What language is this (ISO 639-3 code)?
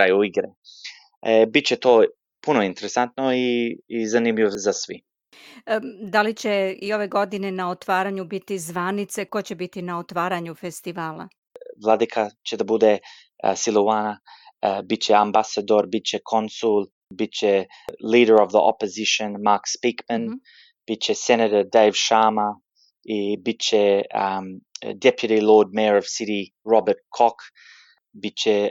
srp